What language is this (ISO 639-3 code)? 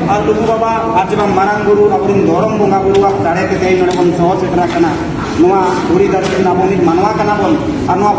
sat